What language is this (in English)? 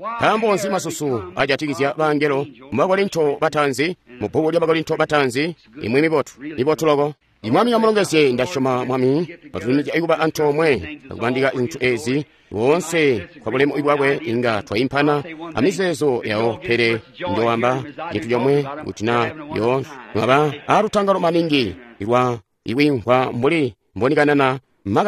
Tonga (Zambia)